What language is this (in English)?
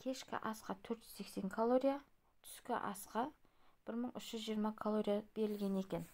Kazakh